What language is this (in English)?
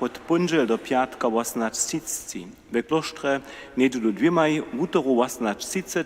Upper Sorbian